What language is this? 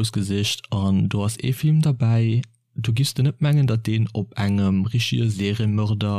Luxembourgish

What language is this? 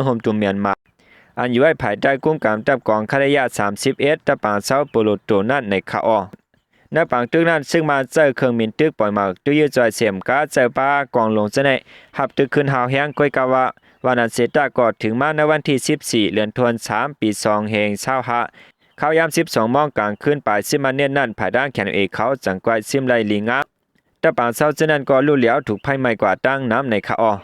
Shan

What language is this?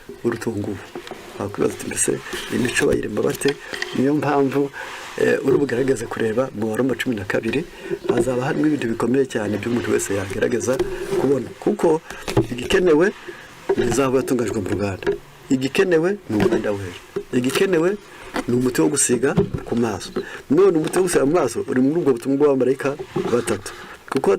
Kinyarwanda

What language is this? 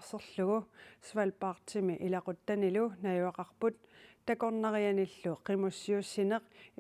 Kalaallisut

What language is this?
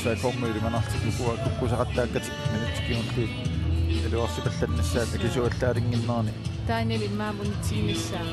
Kalaallisut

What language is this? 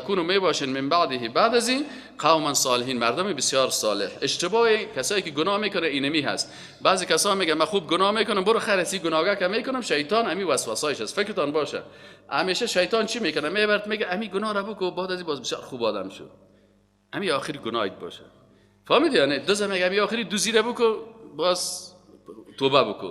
Persian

